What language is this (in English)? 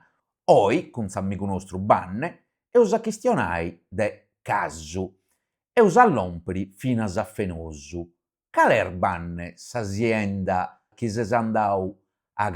Sardinian